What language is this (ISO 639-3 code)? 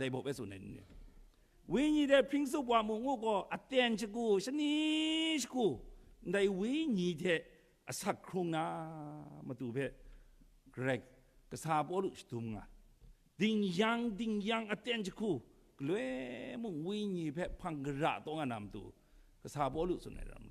kac